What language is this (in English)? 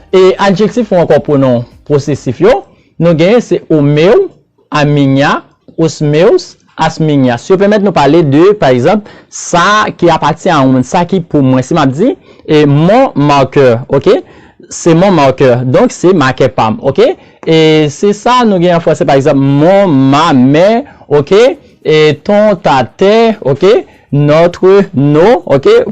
Haitian Creole